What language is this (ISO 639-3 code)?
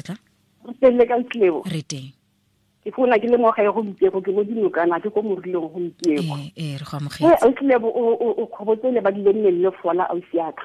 tsn